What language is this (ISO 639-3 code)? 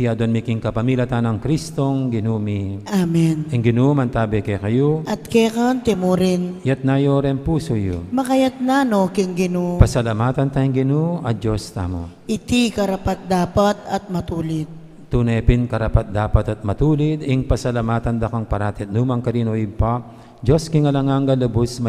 pam